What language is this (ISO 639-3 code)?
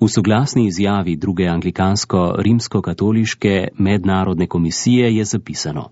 slv